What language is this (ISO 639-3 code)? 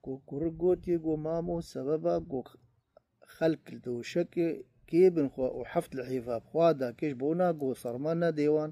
kur